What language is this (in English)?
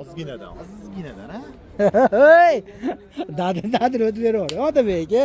Uzbek